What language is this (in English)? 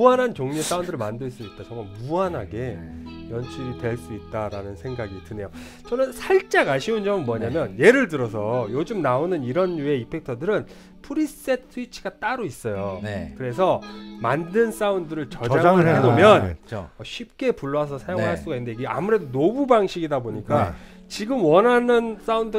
Korean